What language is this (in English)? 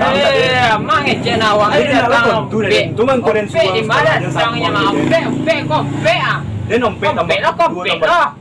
Minangkabau